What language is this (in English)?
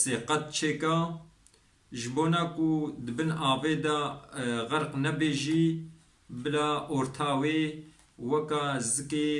Kurdish